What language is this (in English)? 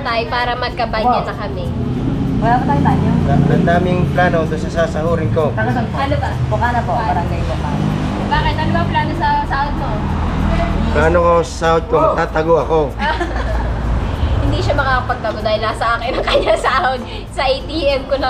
Filipino